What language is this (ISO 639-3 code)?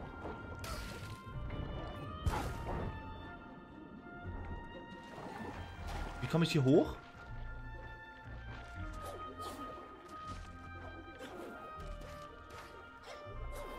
deu